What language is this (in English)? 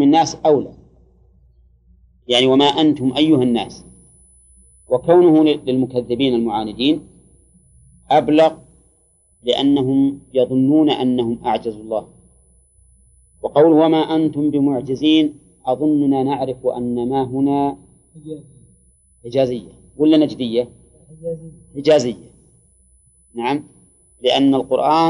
Arabic